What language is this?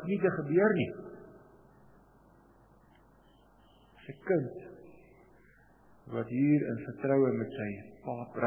Afrikaans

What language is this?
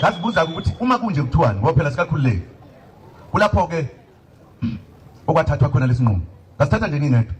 Zulu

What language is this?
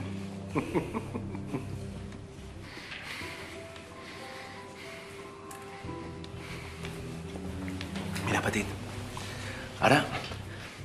Catalan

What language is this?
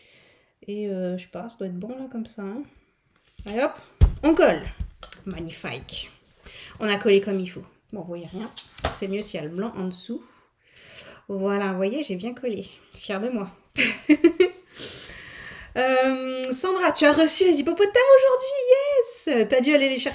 French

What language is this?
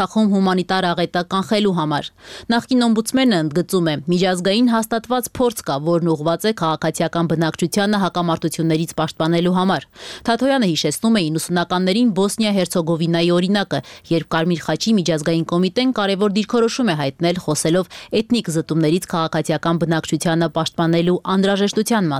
Armenian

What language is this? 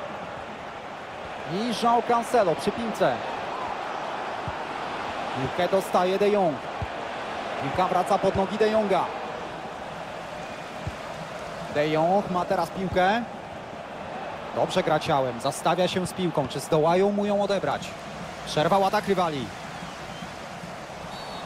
Polish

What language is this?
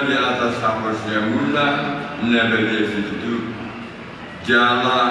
Batak Toba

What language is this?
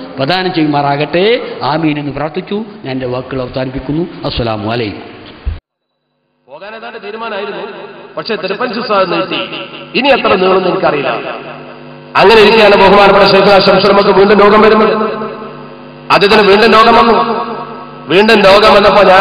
Malayalam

